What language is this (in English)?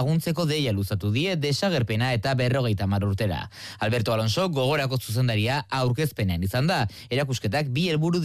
Basque